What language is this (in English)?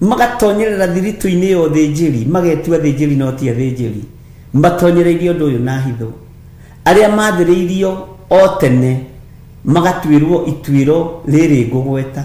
Kikuyu